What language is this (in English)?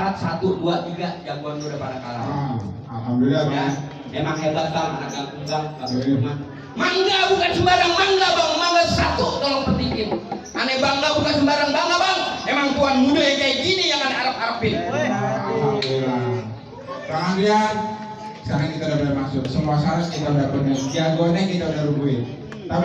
Betawi